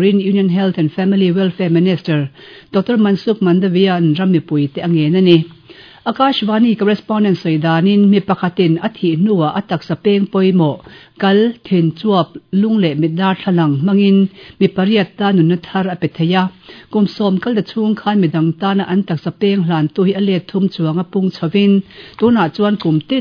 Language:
Mizo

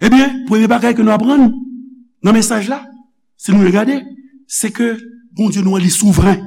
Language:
Haitian Creole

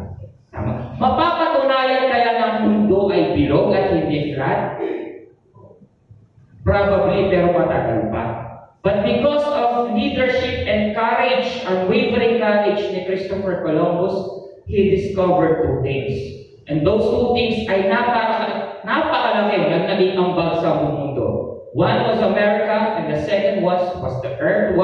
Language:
Filipino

